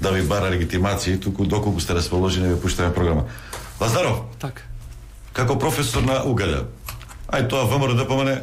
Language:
Macedonian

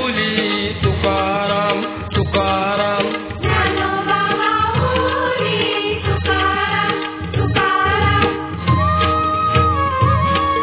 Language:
Marathi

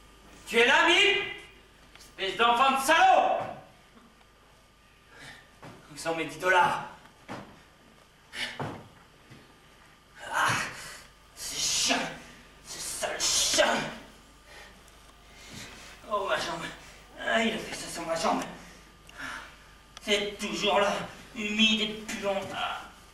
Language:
French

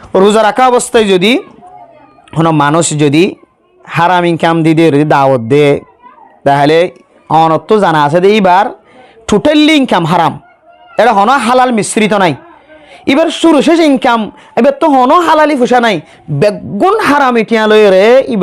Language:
Rohingya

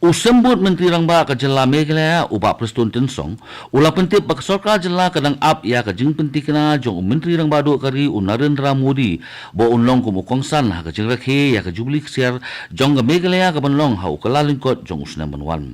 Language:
Khasi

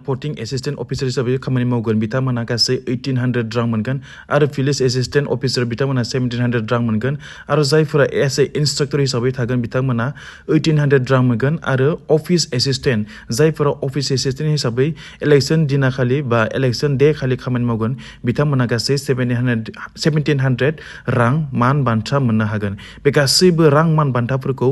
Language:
Bodo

